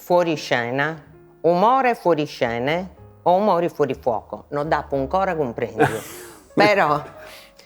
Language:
Sardinian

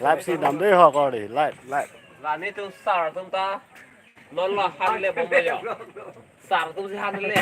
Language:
Karbi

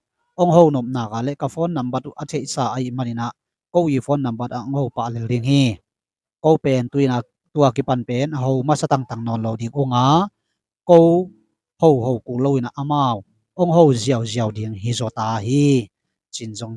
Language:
Tedim Chin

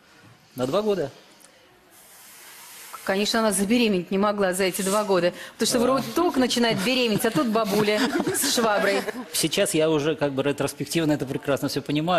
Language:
Russian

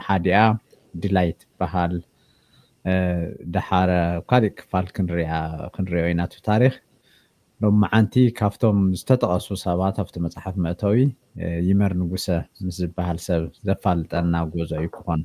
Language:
Tigrinya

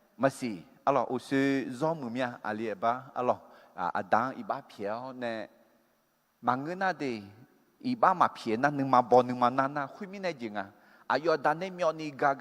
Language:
Akha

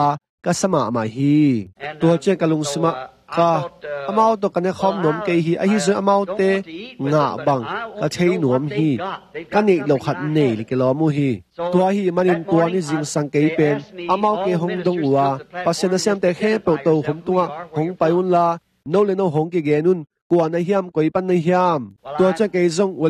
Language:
Tedim Chin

